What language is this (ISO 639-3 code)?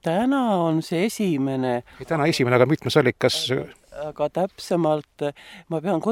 est